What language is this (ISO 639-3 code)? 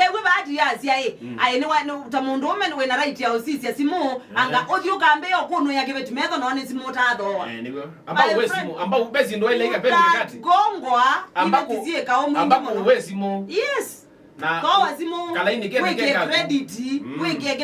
kam